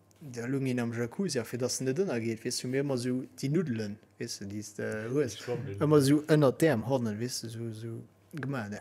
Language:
Luxembourgish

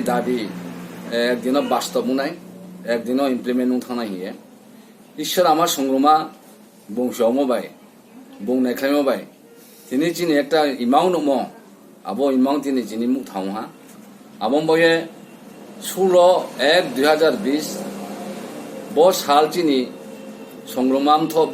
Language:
Kok Borok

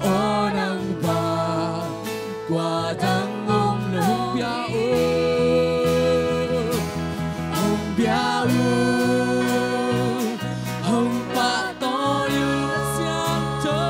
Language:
Tedim Chin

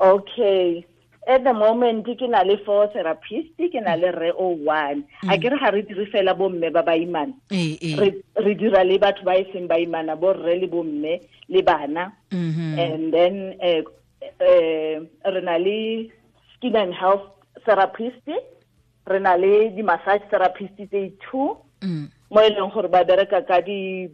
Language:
Tswana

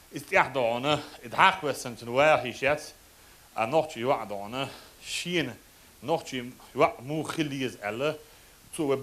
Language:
Chechen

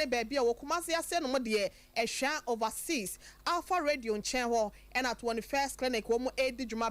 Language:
Akan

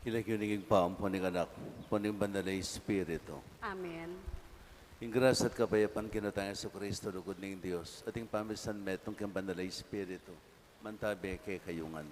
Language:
Pampanga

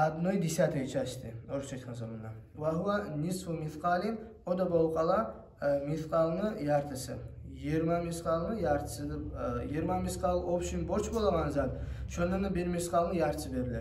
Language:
Kumyk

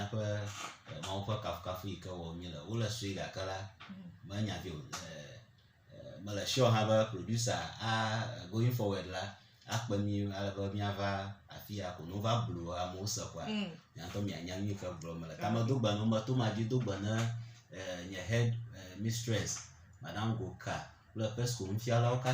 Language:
Ewe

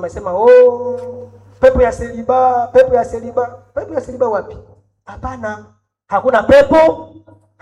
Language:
Swahili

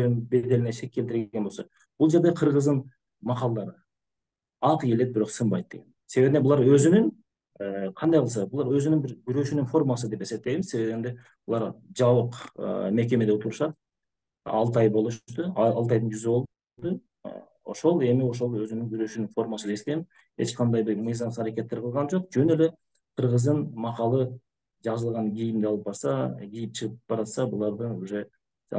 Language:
Kyrgyz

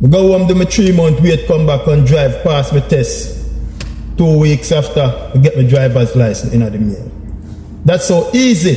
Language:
Jamaican Creole English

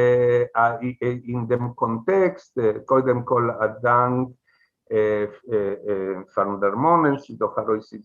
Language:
Yiddish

